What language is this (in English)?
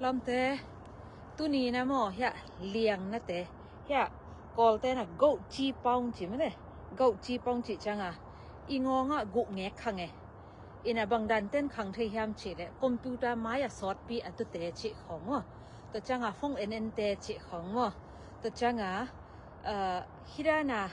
Tedim Chin